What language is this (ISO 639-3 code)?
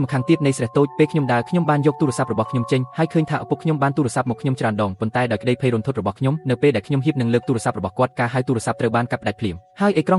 khm